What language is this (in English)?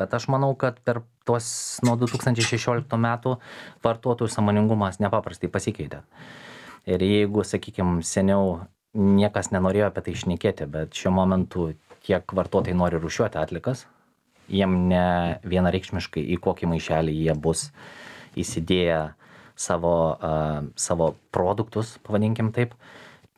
Lithuanian